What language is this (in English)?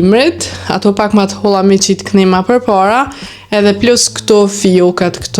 Albanian